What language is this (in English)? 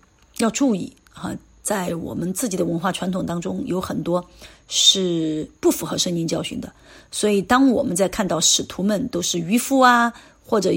Chinese